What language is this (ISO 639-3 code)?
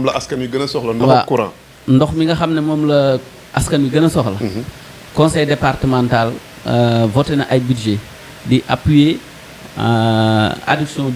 wol